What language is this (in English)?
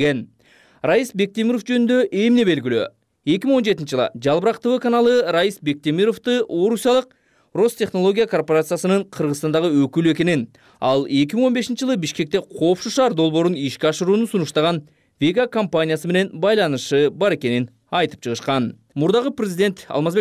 Kyrgyz